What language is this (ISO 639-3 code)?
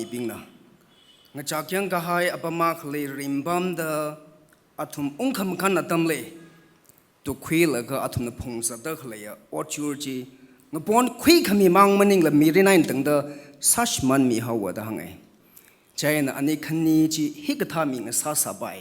nmf